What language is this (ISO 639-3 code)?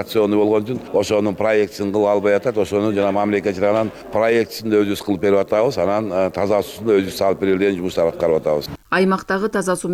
kir